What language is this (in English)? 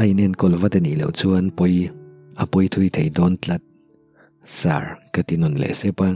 Mizo